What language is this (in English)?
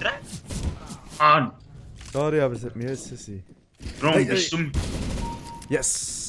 Swiss German